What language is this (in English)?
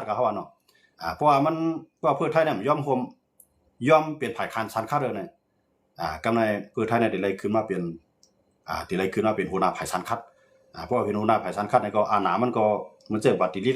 Shan